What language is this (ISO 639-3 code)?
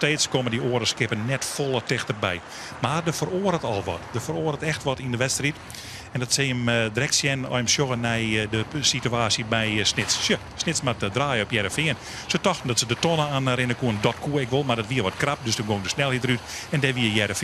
fry